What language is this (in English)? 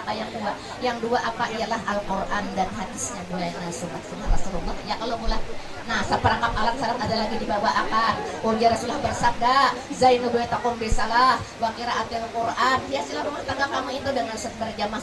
Banjar